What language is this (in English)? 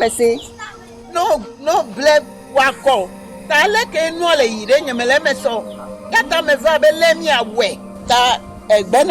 Ewe